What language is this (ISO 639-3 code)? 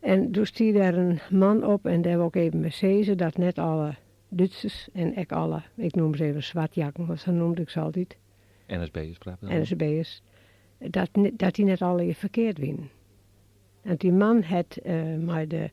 fry